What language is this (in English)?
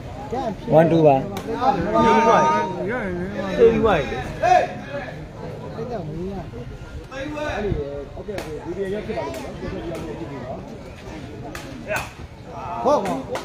Burmese